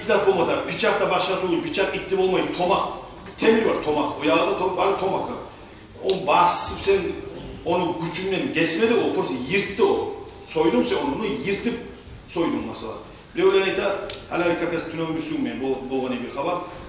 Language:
Kumyk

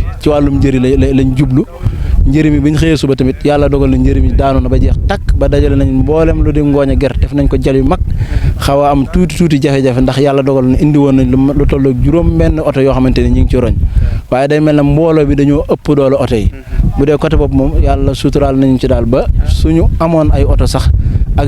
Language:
Wolof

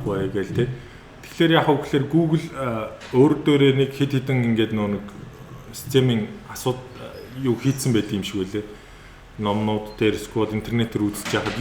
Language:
Mongolian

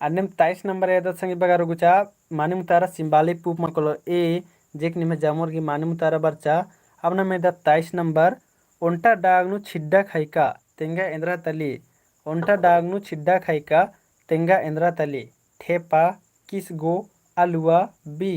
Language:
Kurukh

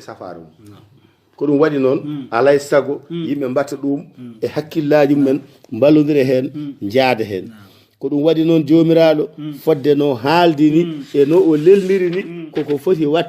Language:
Fula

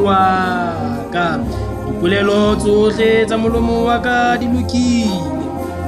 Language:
Southern Sotho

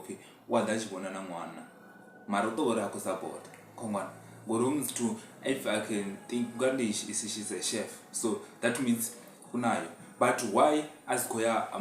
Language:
Venda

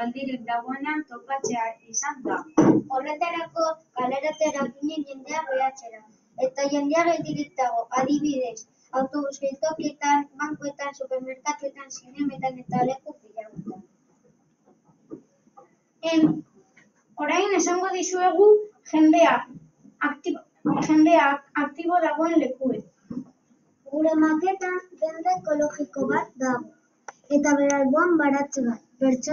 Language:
Basque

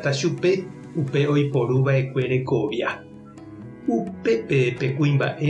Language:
Guarani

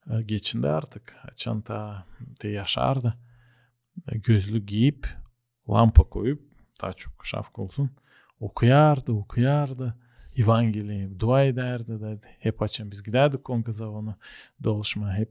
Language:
Gagauz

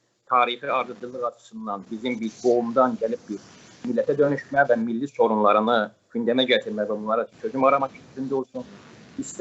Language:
South Azerbaijani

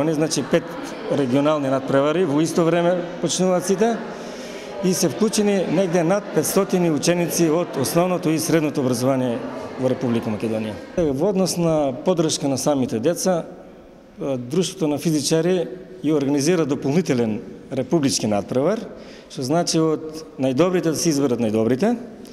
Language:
Macedonian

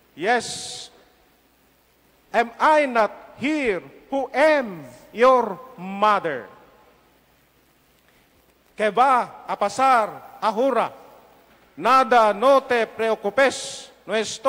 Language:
Filipino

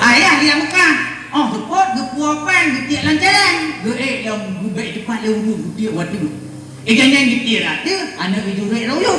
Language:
Achinese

